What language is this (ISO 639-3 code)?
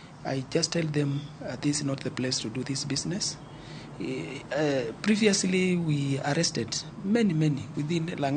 luo